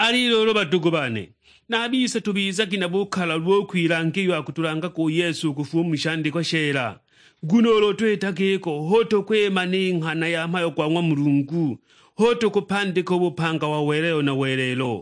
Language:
Sukuma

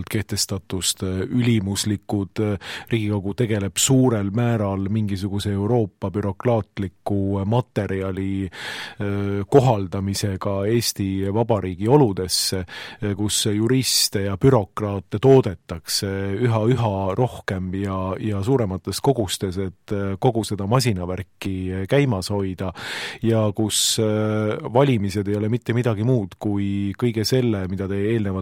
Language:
Estonian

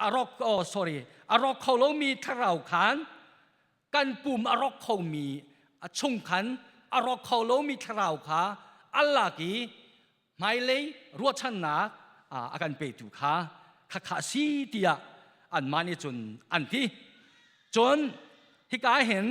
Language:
Hakha Chin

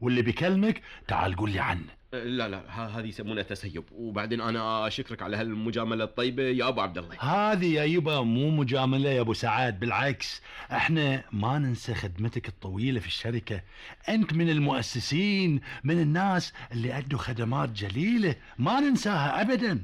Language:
Gulf Arabic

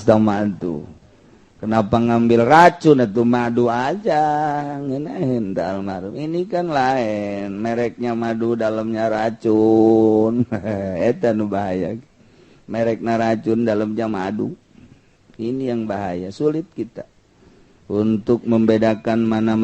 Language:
Sundanese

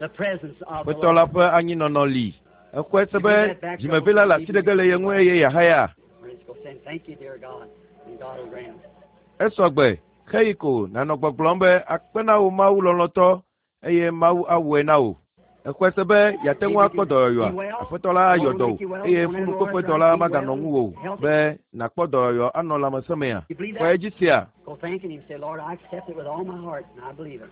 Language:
Ewe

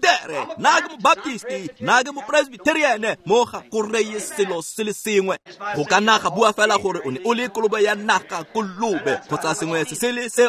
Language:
Tswana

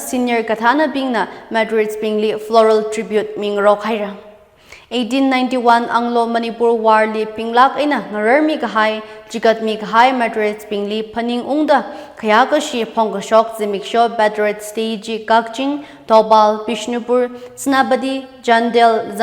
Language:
Tangkhul Naga (India)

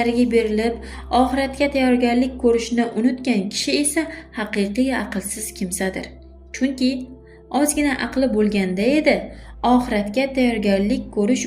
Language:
Uzbek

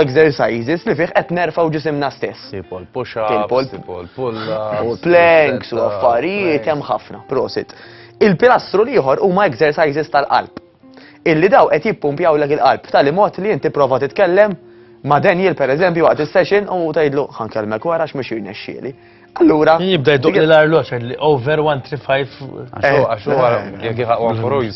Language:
Maltese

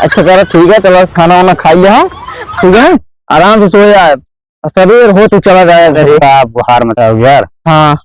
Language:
Awadhi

